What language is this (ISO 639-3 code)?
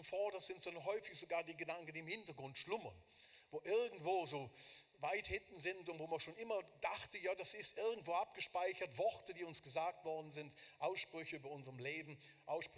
gsw